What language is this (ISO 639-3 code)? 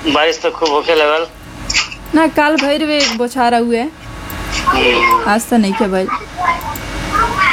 bho